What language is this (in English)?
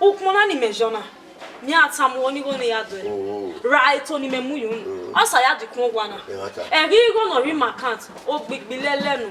Bini